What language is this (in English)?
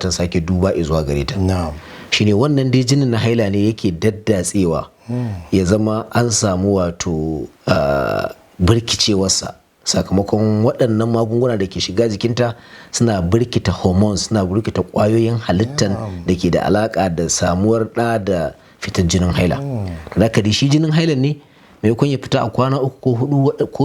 Hausa